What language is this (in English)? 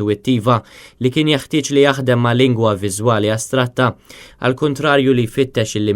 Maltese